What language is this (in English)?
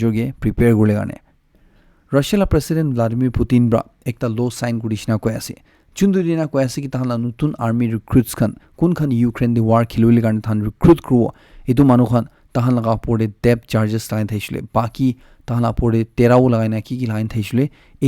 Naga Pidgin